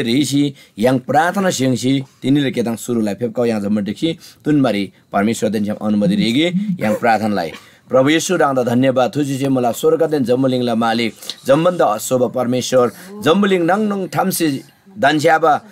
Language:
Eastern Tamang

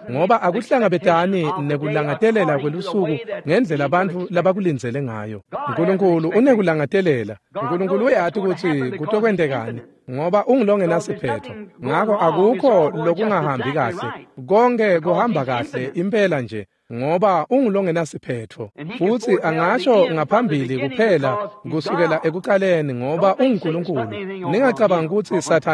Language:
Swati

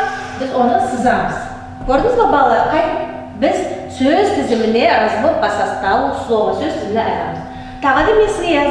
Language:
Nogai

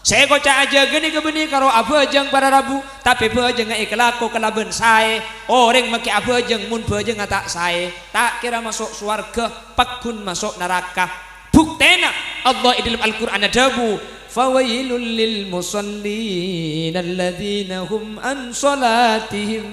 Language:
Madurese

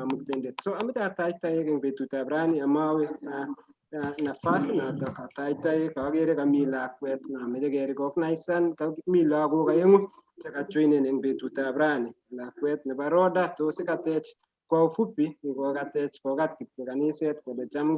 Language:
Kalenjin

